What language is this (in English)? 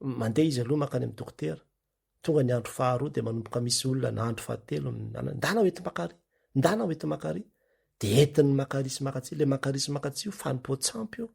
Malagasy